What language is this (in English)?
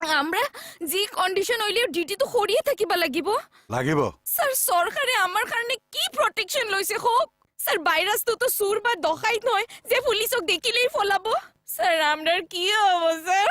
Assamese